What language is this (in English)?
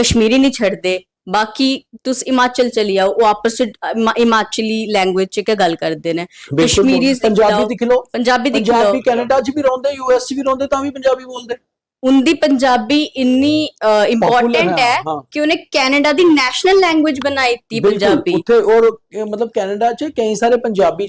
Dogri